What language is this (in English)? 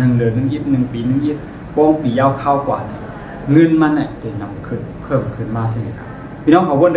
Shan